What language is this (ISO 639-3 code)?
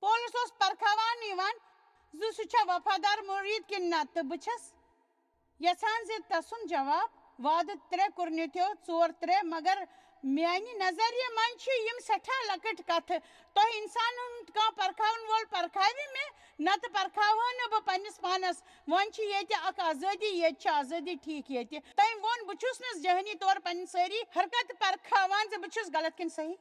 kas